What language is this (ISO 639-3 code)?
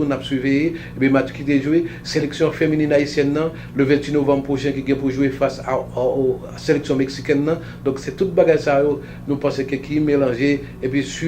hat